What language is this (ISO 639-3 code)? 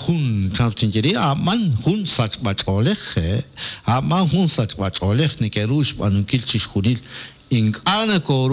kek